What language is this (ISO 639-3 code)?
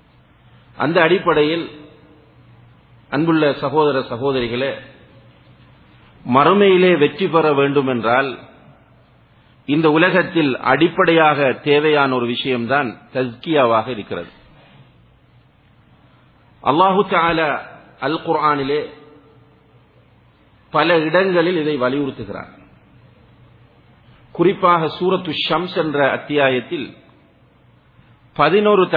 tam